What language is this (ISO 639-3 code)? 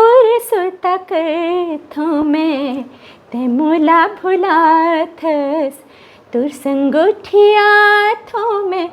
hne